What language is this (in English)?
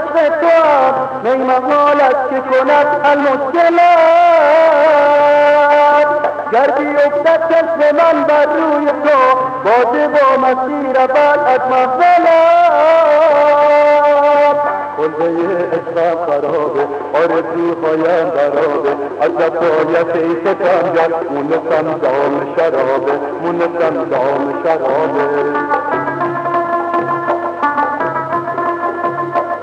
Persian